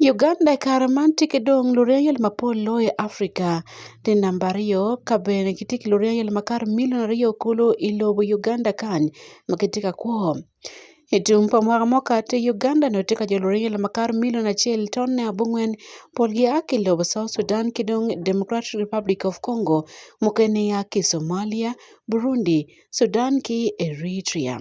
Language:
Acoli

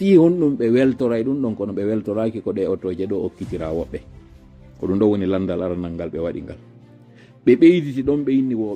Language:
Fula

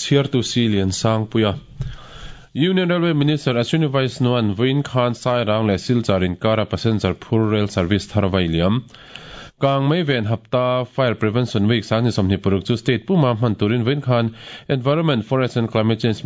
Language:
Mizo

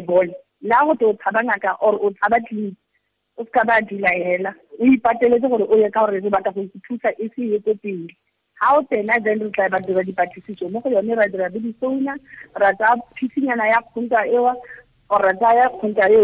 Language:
Tswana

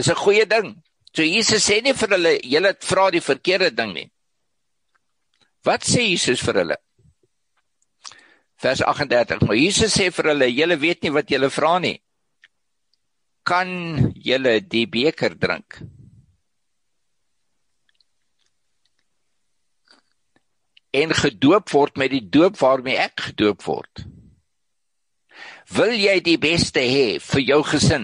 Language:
Afrikaans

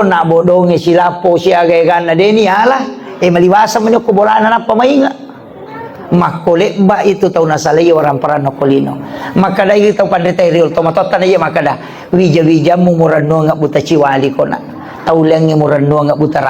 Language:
Buginese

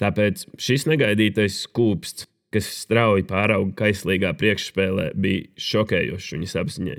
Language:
Latvian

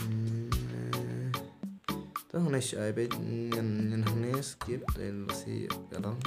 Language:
Khasi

